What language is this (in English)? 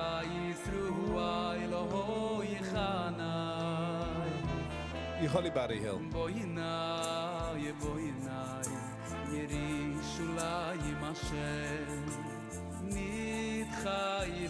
Yiddish